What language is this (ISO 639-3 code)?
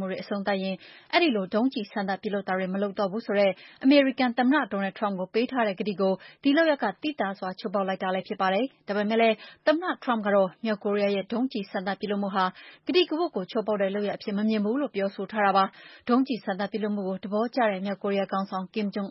mya